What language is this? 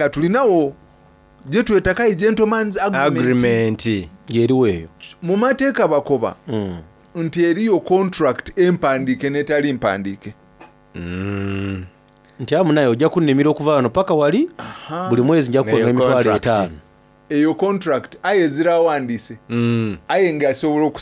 Soga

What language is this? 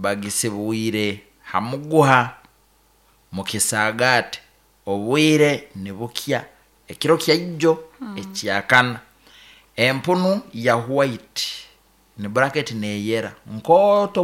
Nyankole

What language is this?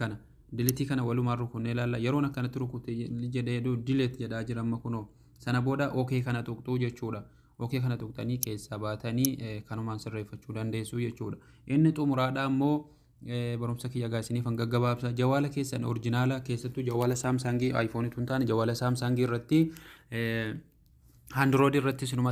Oromo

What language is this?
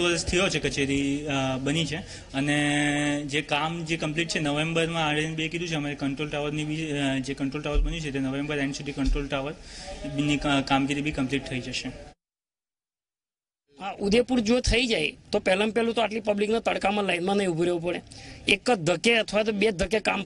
Gujarati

